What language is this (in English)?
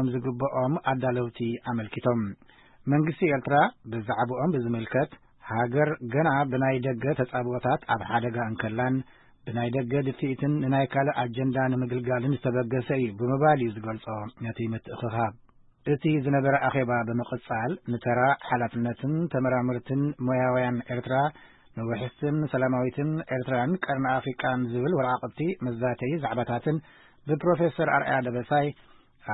Tigrinya